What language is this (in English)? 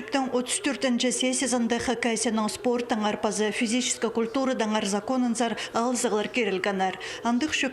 Khakas